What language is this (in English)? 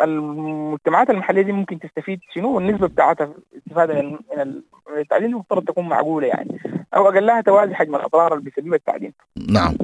Sudanese Arabic